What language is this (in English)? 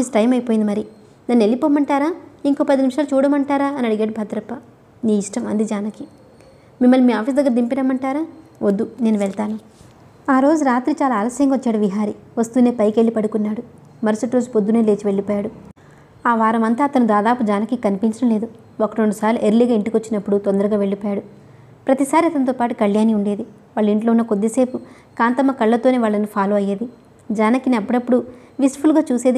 Telugu